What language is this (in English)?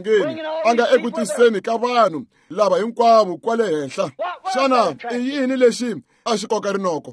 Tsonga